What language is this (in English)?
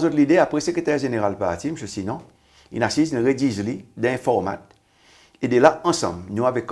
Seselwa Creole French